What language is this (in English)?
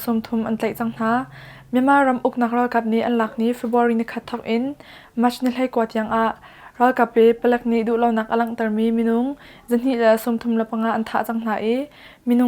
Hakha Chin